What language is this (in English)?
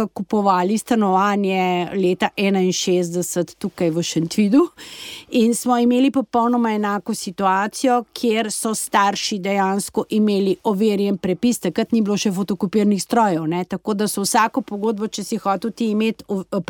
Slovenian